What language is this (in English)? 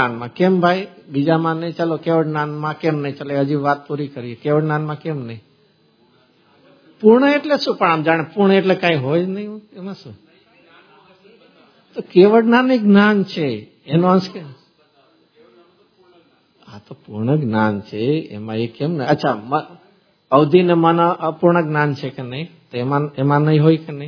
Gujarati